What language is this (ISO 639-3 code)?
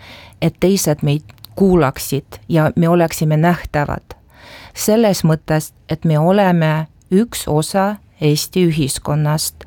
est